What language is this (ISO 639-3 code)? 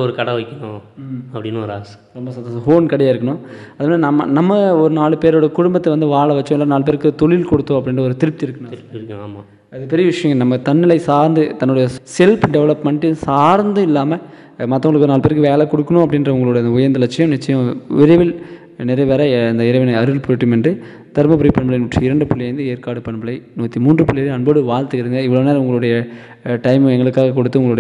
tam